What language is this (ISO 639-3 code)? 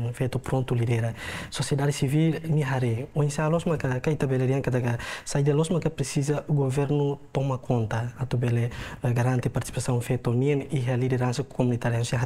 tet